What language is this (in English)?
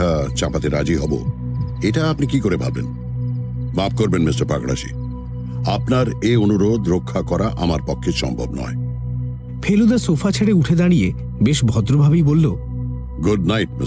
Bangla